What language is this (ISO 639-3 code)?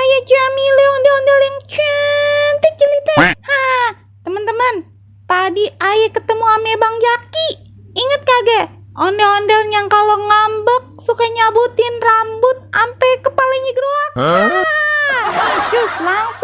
bew